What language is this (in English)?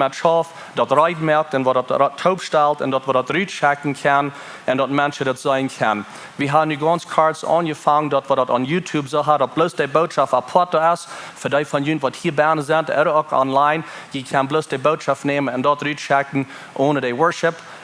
Plautdietsch